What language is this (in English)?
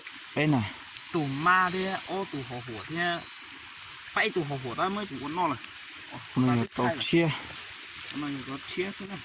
Hmong